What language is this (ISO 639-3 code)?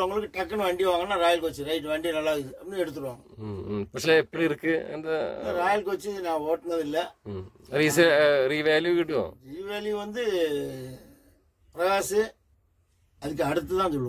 tam